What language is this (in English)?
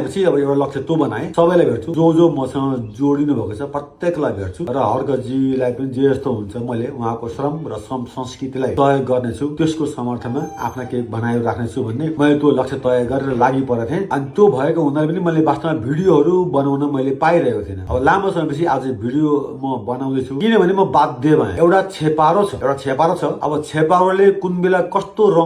Nepali